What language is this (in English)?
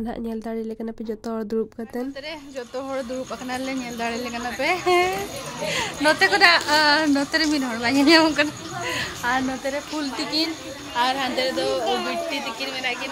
Santali